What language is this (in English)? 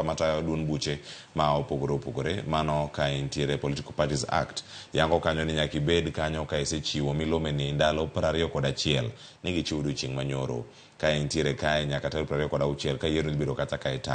Luo (Kenya and Tanzania)